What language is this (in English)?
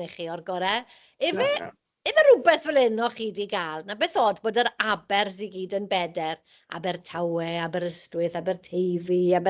Welsh